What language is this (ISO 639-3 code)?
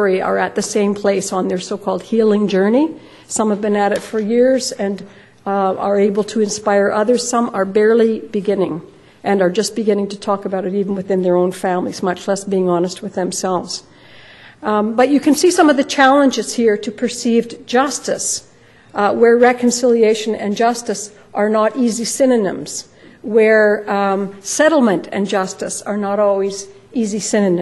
eng